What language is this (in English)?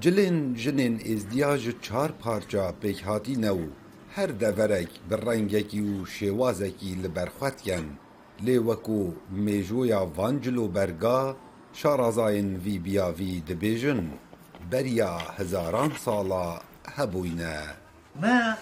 Kurdish